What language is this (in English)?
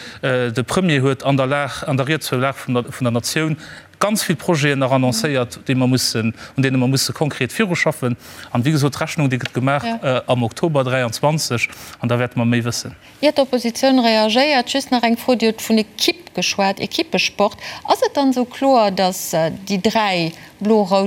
Luxembourgish